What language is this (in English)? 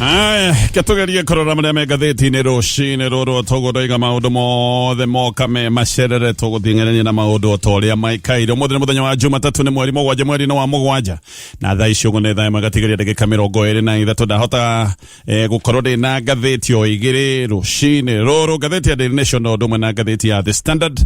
Kikuyu